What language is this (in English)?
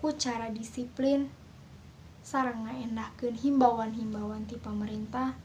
Sundanese